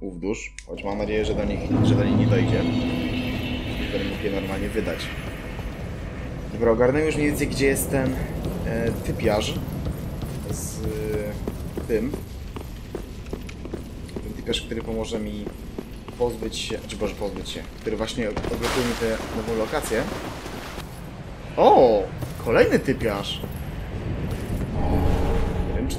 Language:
Polish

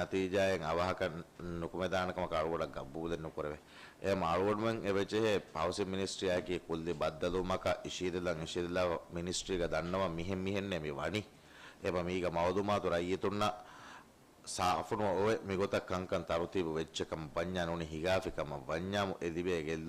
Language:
Divehi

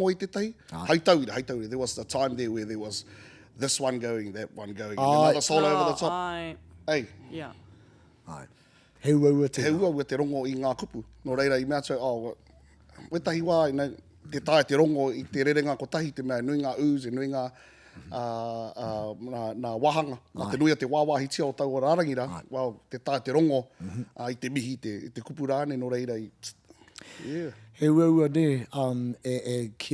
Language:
Māori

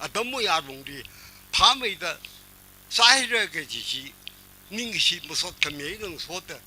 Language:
Tangkhul Naga (India)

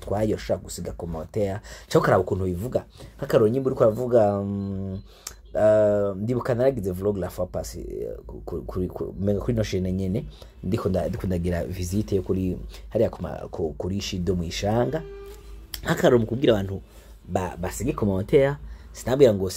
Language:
Rundi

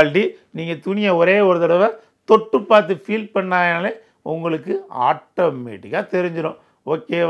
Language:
Tamil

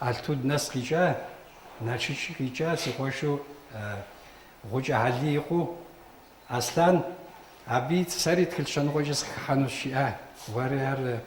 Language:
Kabardian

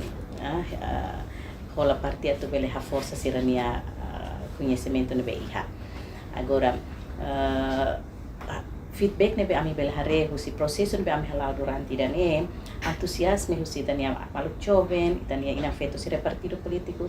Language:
Tetum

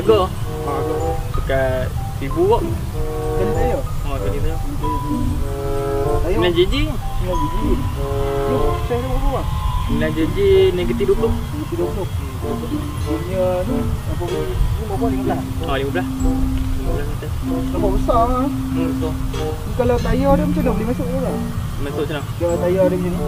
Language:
Malay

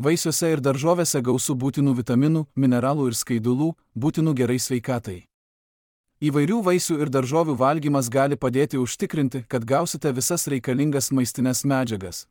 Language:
Lithuanian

